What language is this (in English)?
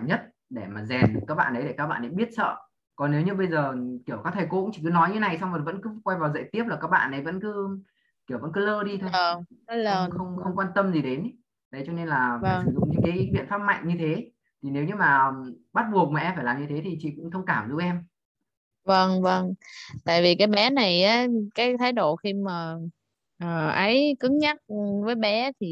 Vietnamese